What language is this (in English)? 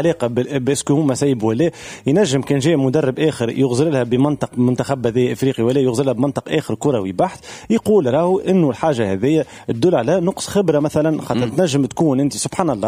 Tunisian Arabic